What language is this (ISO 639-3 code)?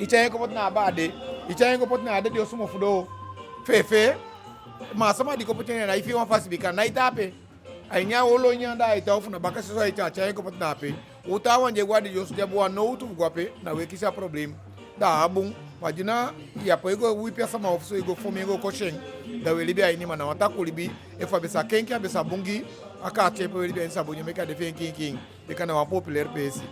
djk